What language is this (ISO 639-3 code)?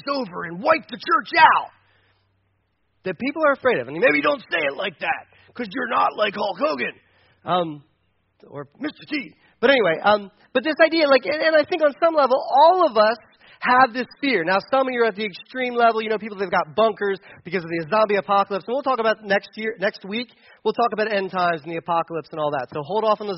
eng